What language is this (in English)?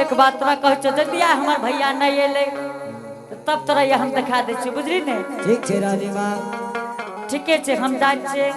Angika